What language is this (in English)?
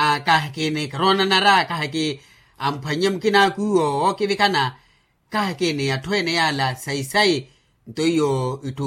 Makhuwa